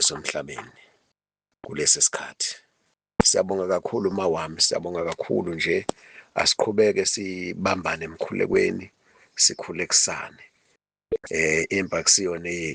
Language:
Zulu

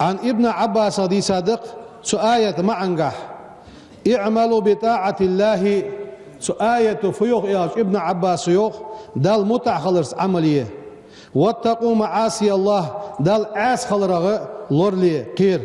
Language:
Ingush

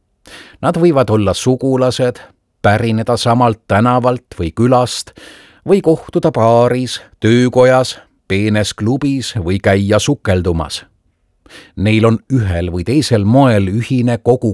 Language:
Estonian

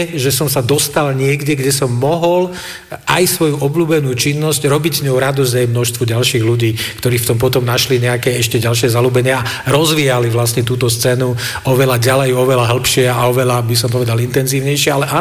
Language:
Slovak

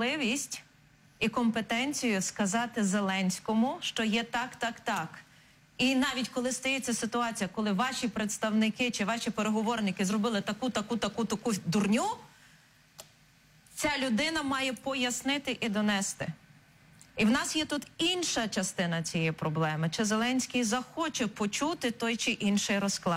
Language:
Ukrainian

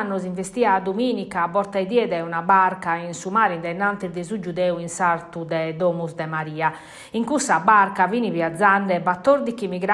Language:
Sardinian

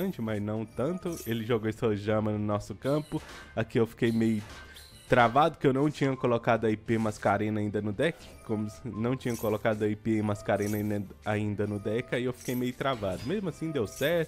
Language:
Portuguese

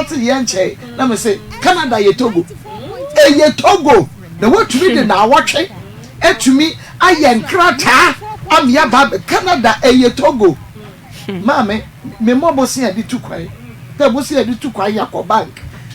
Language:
Akan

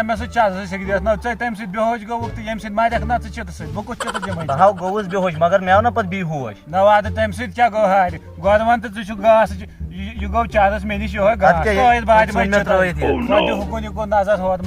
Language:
Kashmiri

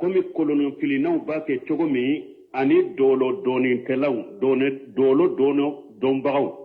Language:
Bambara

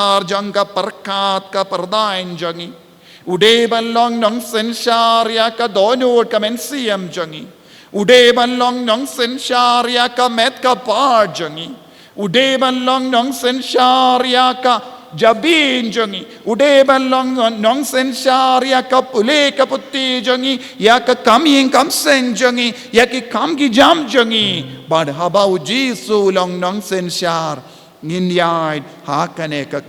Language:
Khasi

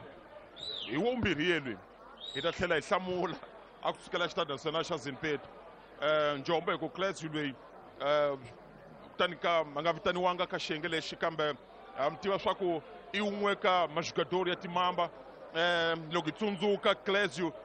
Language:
Tsonga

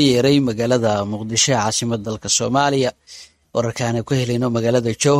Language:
Somali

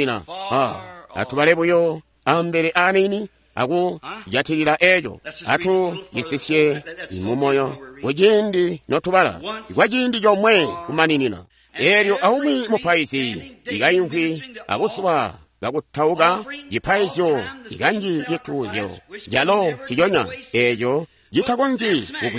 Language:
Tonga (Zambia)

